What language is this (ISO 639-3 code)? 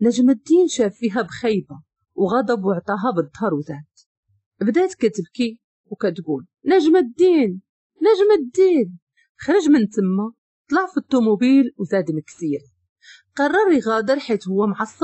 ary